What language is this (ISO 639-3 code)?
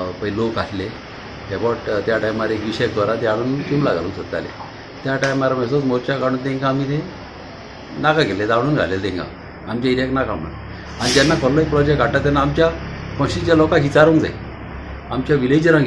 kok